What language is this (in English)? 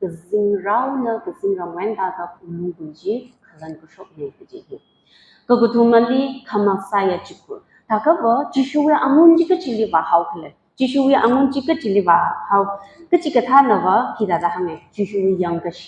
Tangkhul Naga (India)